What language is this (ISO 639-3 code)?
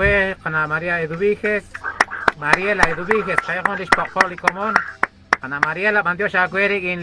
kek